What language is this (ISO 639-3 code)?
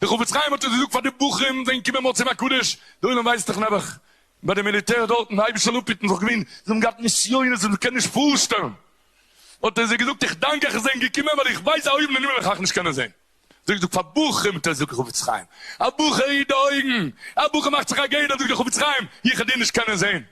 yid